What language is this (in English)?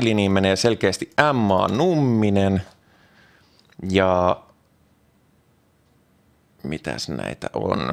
Finnish